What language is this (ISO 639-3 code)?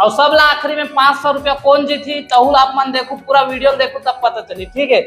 hne